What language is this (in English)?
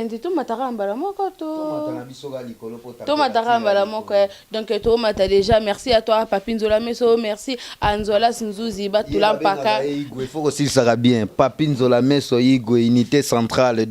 Lingala